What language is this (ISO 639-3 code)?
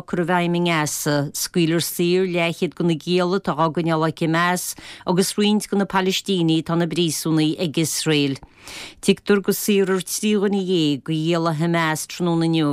gle